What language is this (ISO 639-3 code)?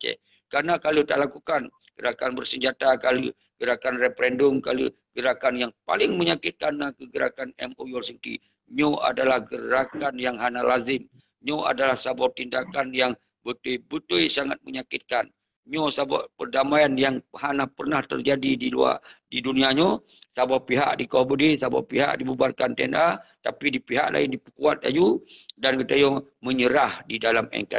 ace